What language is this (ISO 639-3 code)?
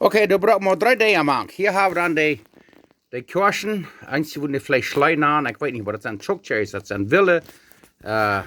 pdt